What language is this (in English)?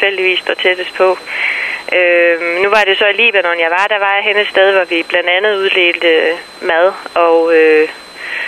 Danish